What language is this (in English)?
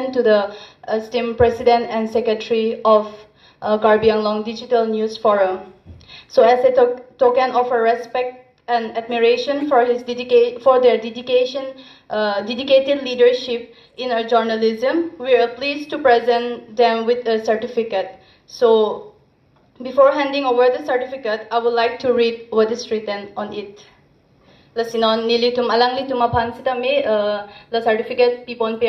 Karbi